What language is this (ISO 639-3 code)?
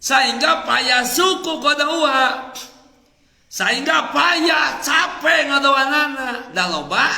sun